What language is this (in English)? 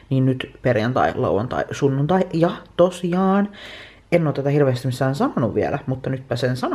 Finnish